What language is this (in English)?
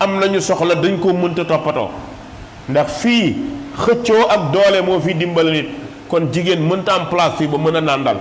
Wolof